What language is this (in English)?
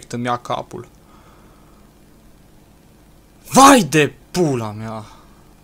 Romanian